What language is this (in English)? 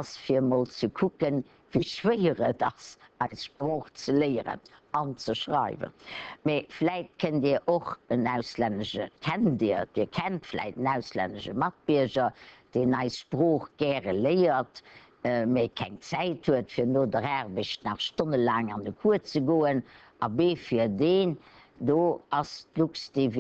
Luxembourgish